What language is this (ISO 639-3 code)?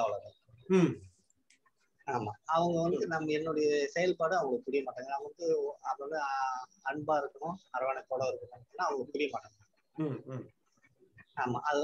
tam